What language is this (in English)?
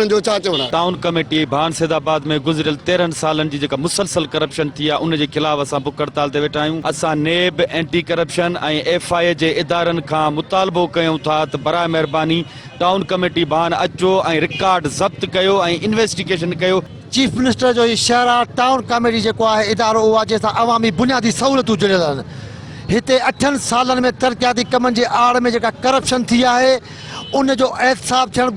Sindhi